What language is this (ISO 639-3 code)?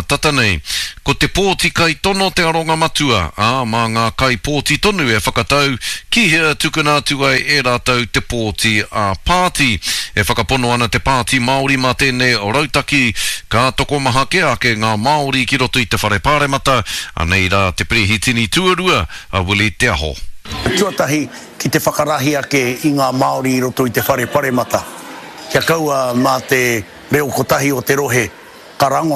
mri